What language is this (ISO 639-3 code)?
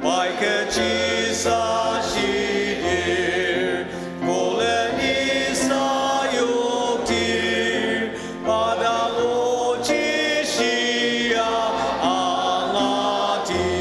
njo